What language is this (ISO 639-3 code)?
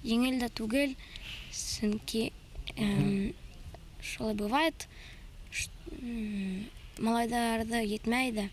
bak